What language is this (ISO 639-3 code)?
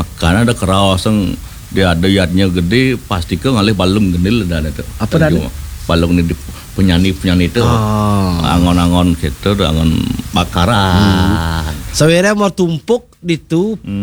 ban